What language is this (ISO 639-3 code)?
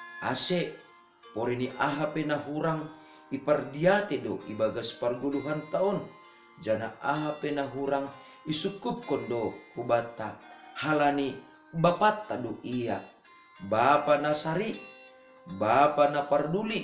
bts